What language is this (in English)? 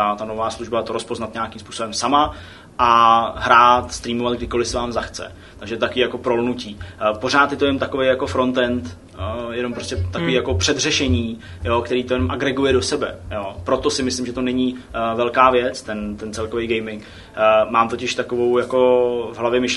Czech